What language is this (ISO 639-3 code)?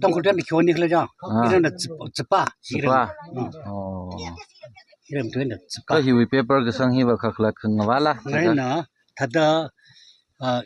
nmf